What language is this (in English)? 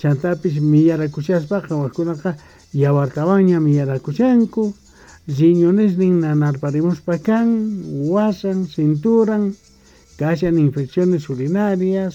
Quechua